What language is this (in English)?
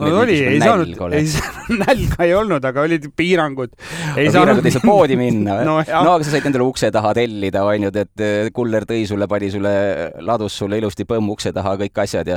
Estonian